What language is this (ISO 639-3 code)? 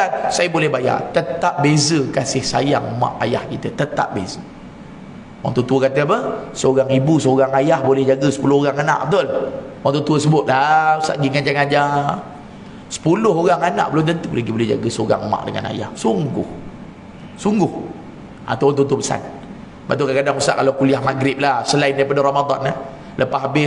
msa